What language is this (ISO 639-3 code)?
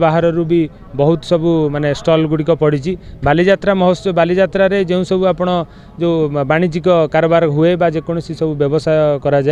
ori